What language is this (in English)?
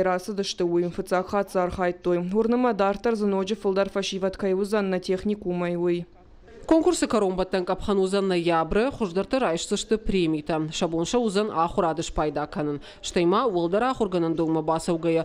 Ossetic